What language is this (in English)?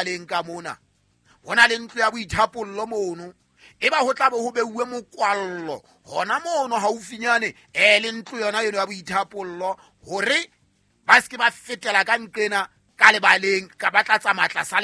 Southern Sotho